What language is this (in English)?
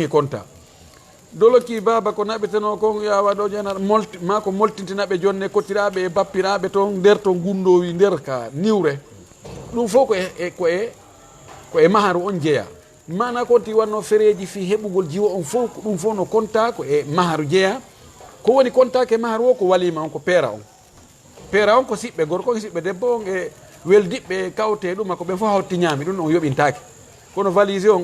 Fula